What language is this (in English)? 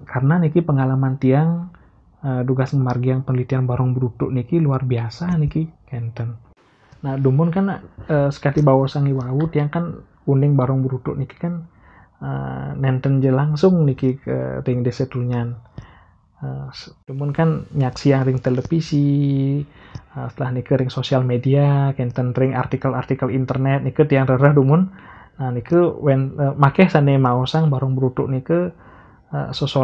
Balinese